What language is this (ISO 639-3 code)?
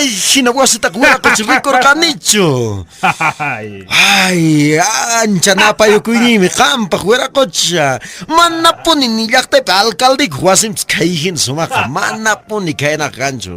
que